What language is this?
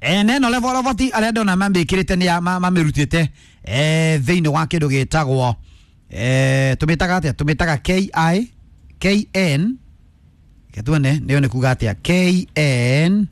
Kikuyu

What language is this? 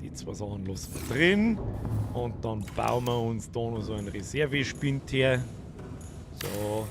Bavarian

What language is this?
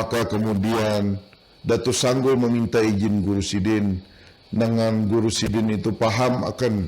Banjar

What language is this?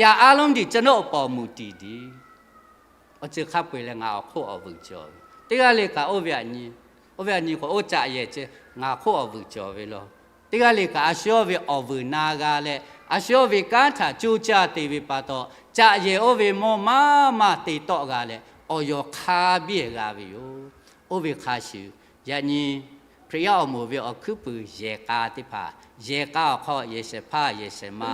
Lahu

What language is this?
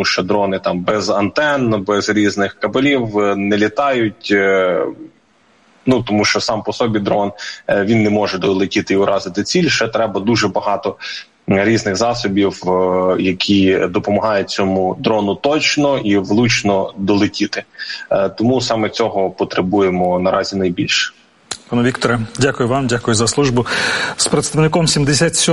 Ukrainian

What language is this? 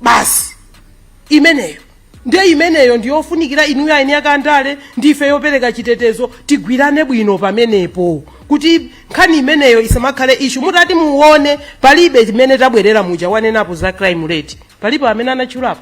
Nyanja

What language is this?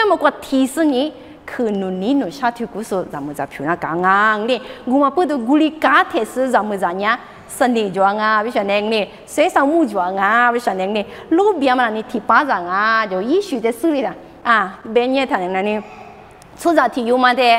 Lisu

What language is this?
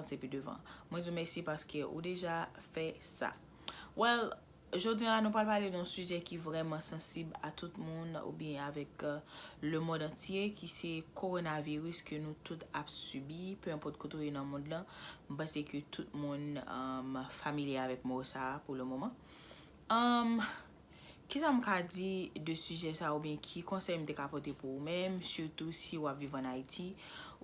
Haitian Creole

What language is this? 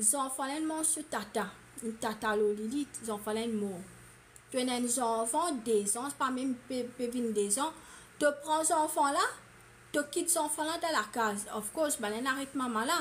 Morisyen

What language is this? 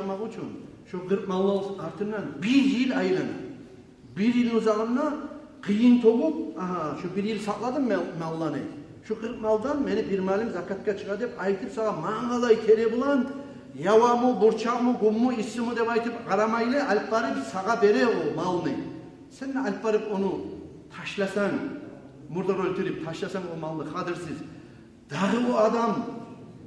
Kumyk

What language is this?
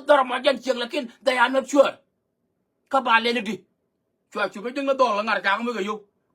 Nuer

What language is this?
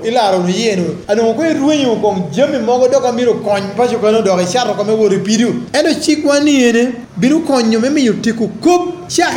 Lango (Uganda)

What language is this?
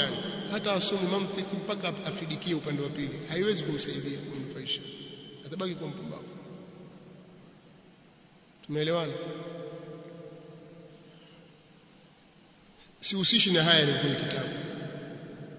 Swahili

